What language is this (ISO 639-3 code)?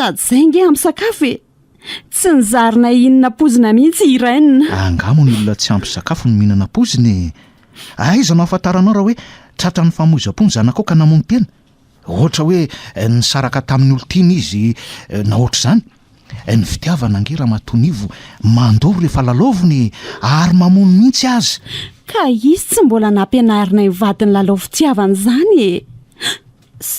mlg